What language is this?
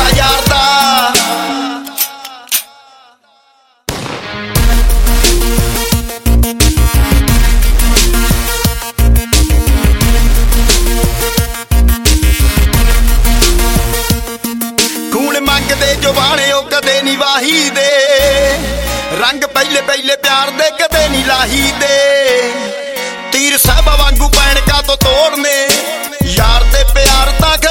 Punjabi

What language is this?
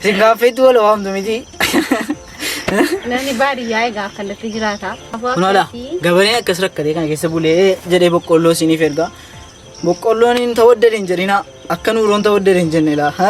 Oromo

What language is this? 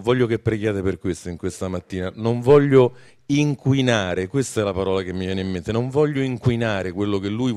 Italian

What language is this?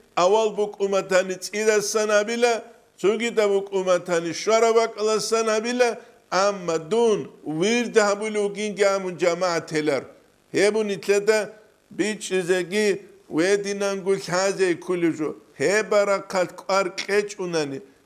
Avaric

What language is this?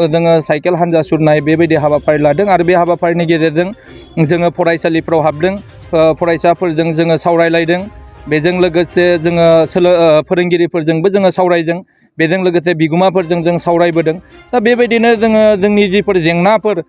Bodo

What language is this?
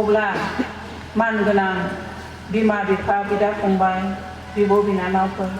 Bodo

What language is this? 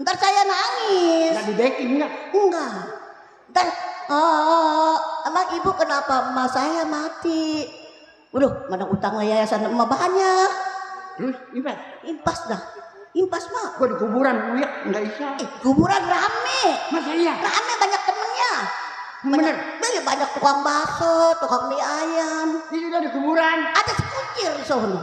Betawi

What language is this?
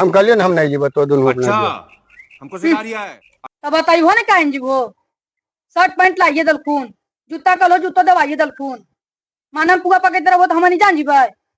Magahi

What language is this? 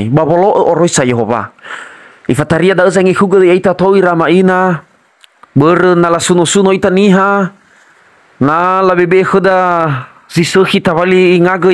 Nias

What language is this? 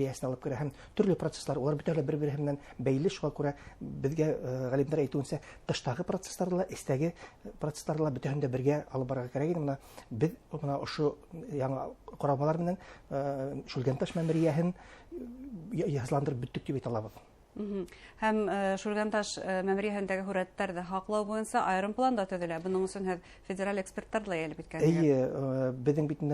Bashkir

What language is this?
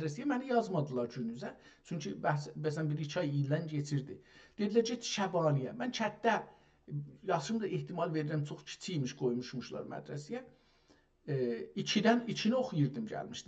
South Azerbaijani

